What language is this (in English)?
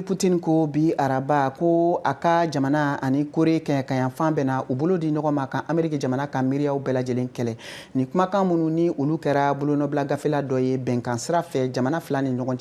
Bambara